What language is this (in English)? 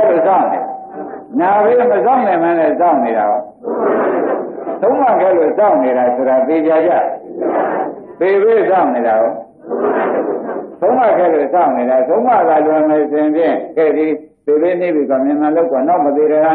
Burmese